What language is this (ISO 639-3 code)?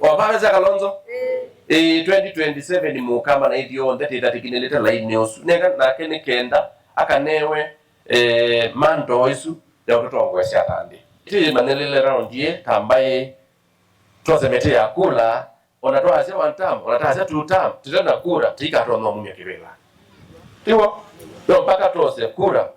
kam